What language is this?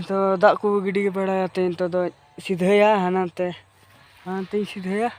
Santali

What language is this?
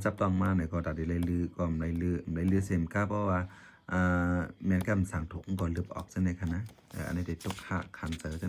Shan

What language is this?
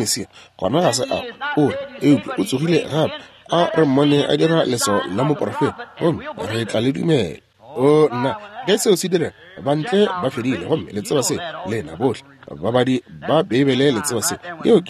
Northern Sotho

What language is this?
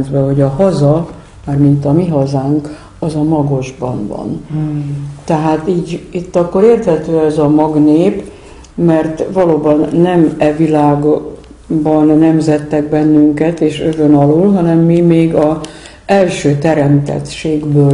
Hungarian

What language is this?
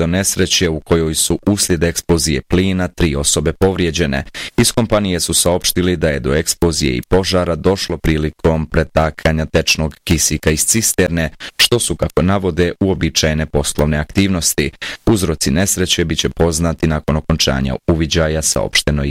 Bosnian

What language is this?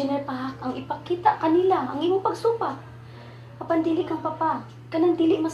Cebuano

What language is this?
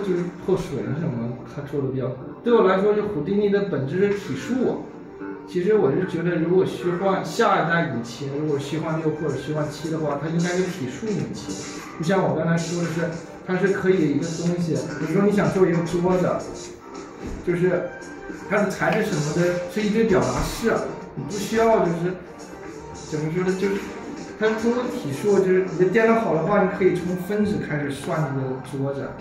Chinese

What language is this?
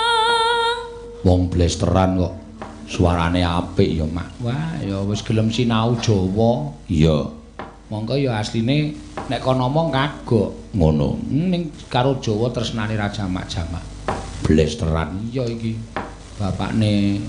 Javanese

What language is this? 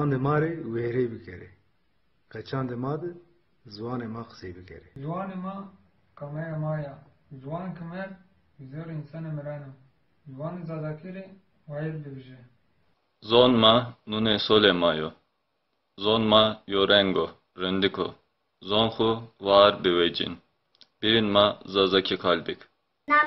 Zaza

